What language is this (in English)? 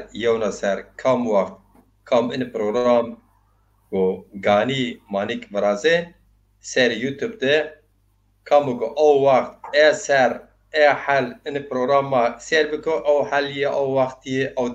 Zaza